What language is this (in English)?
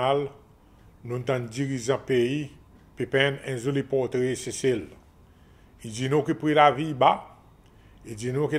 Seselwa Creole French